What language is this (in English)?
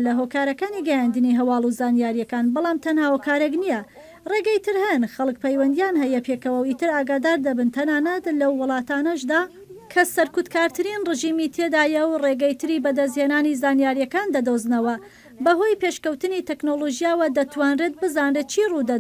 Central Kurdish